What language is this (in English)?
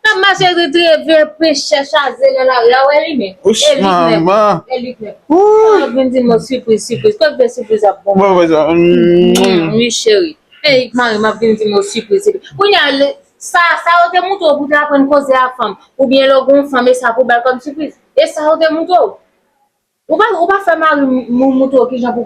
Haitian Creole